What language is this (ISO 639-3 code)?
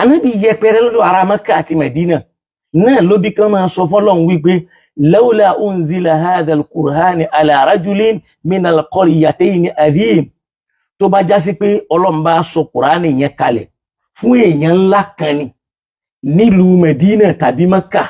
yor